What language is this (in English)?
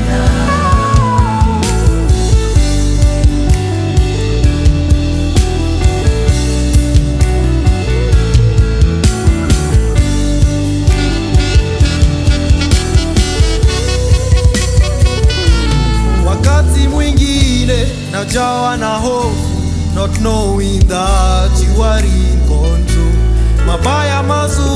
Swahili